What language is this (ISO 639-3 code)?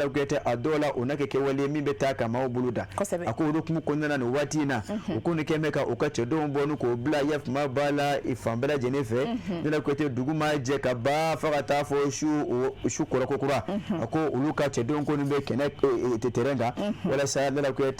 bam